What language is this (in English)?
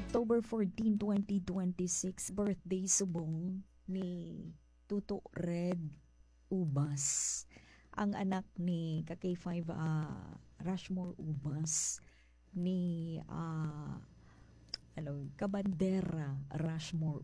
Hiligaynon